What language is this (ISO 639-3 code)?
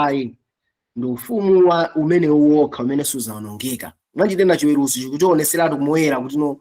nya